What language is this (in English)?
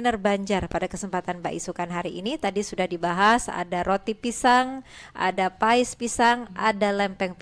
Banjar